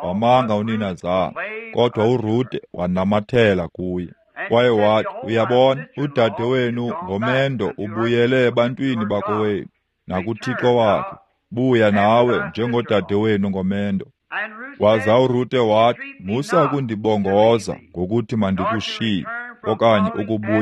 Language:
Xhosa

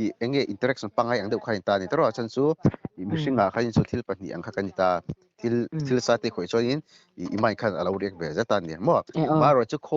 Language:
Mizo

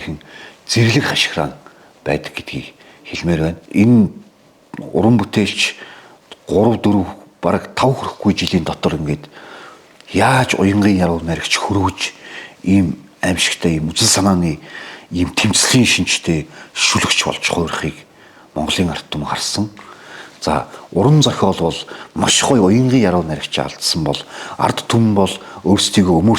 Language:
Mongolian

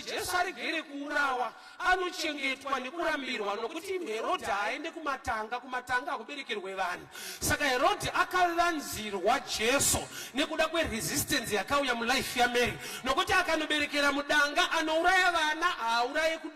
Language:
Shona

